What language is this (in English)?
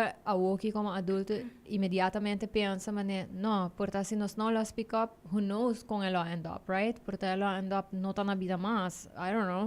Papiamento